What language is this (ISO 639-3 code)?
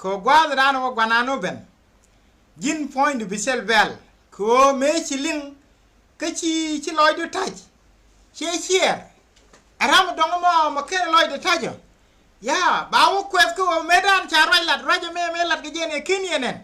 nus